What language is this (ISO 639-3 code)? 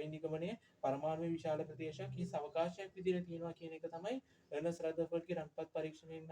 sin